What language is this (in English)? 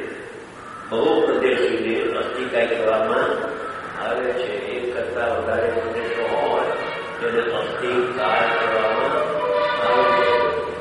Gujarati